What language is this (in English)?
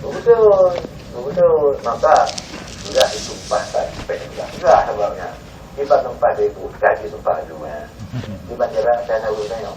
Achinese